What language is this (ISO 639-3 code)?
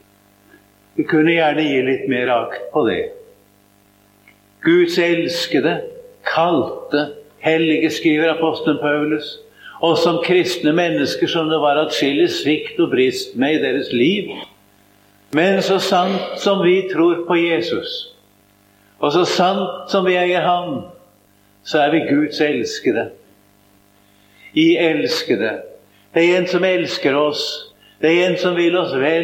nor